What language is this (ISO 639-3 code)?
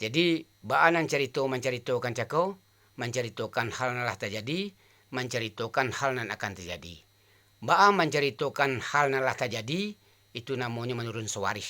min